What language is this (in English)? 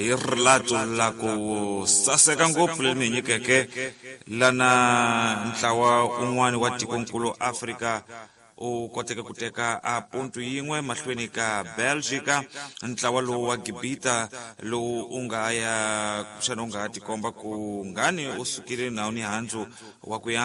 Tsonga